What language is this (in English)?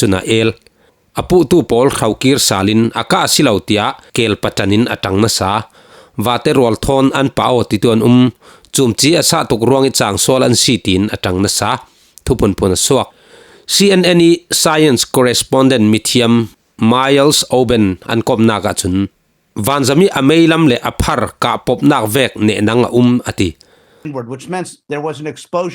Falam Chin